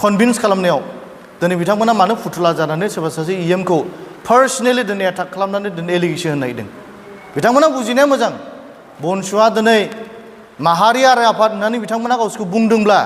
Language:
Bodo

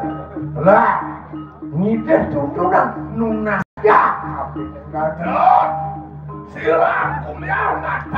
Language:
Balinese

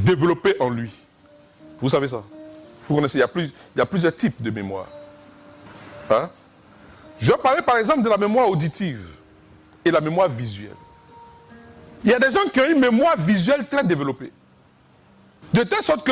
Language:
French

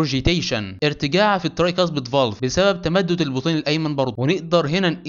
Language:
Egyptian Arabic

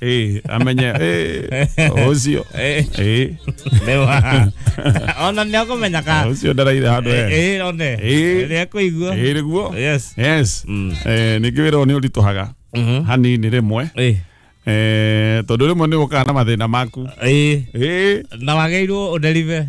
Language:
Kikuyu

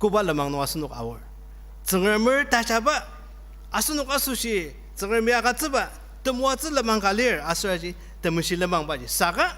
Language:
Ao Naga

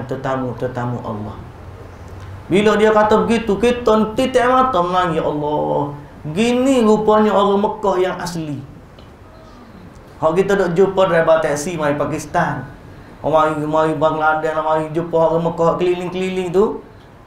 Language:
Malay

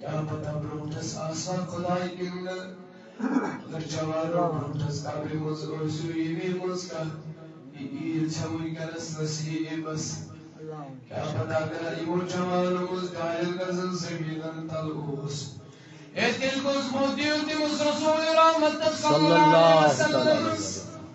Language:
Kashmiri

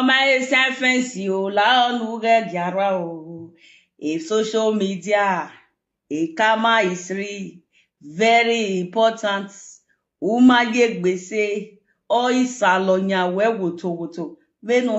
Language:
Nigerian Pidgin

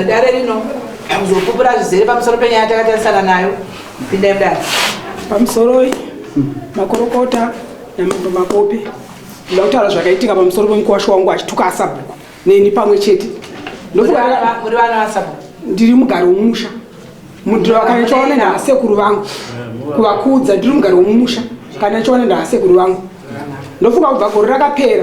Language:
Shona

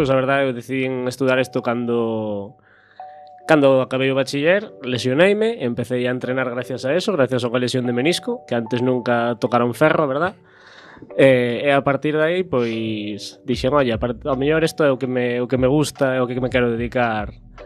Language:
Galician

